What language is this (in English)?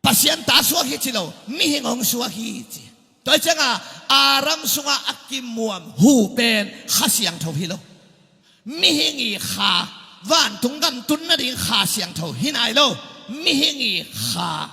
Tedim Chin